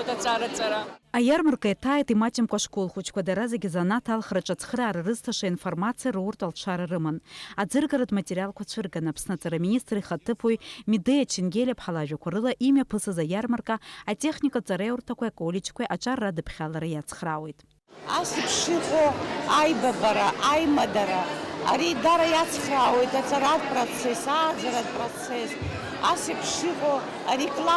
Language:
Abkhazian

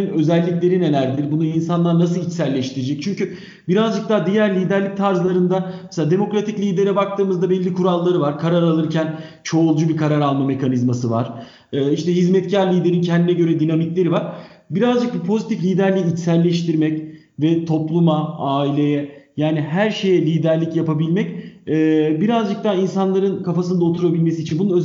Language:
Turkish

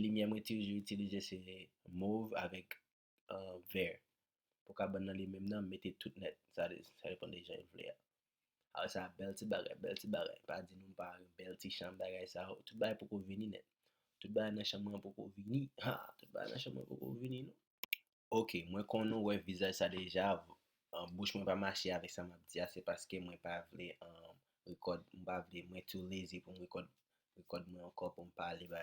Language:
Haitian Creole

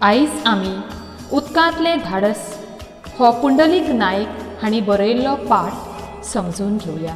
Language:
Konkani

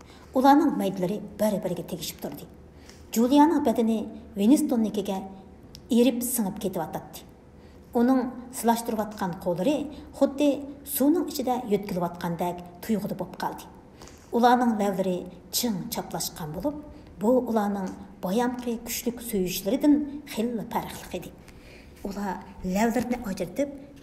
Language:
Uyghur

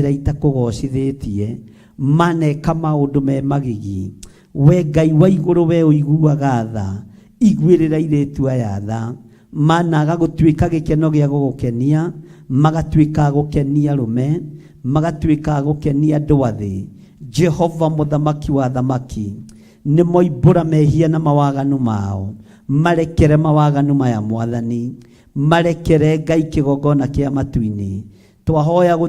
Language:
Kikuyu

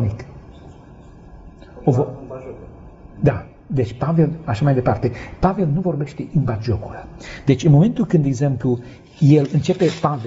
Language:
Romanian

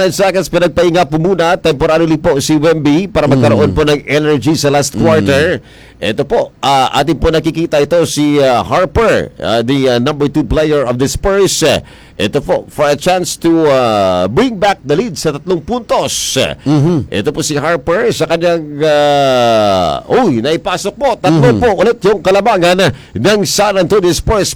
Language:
Filipino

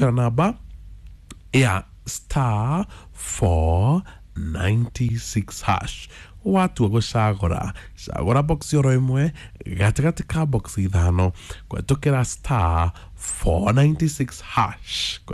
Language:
Kikuyu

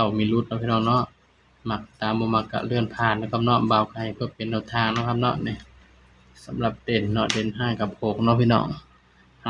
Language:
Northeastern Thai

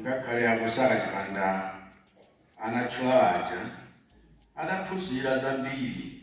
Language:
Nyanja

